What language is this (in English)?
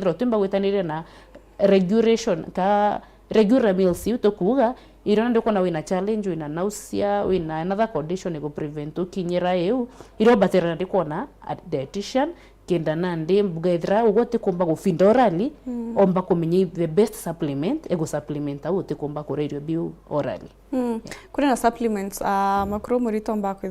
Meru